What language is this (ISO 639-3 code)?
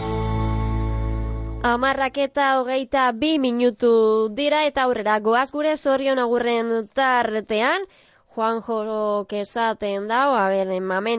eus